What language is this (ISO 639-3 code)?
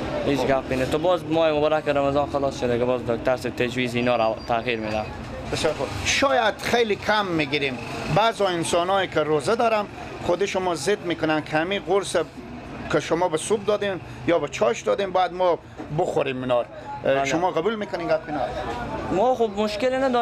fas